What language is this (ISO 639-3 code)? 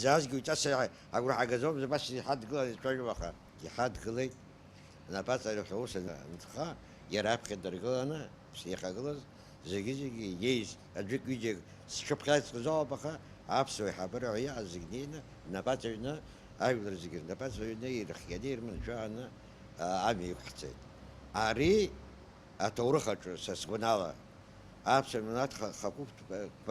abk